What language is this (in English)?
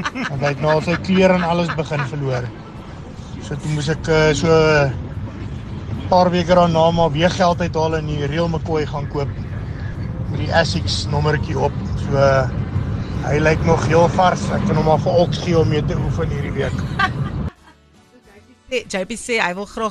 Afrikaans